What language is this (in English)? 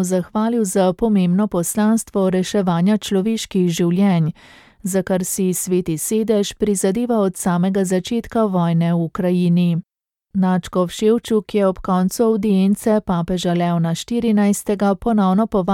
Slovenian